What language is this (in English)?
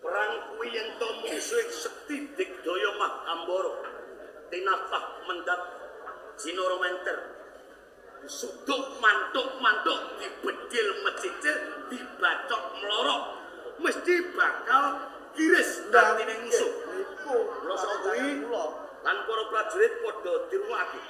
Javanese